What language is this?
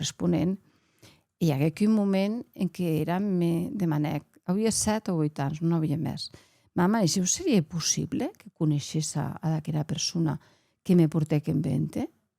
Occitan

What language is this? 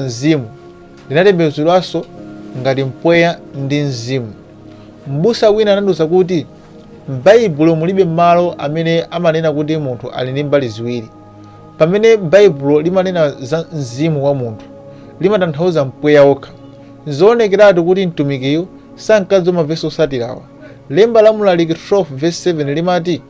Nyanja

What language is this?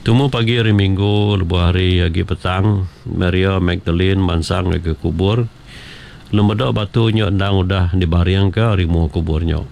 Iban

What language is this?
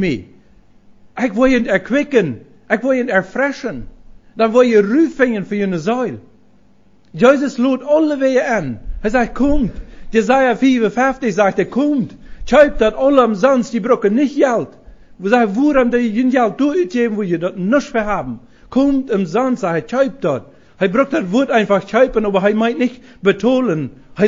Plautdietsch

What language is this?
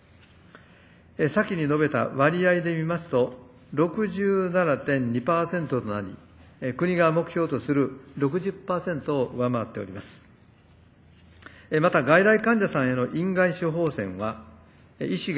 Japanese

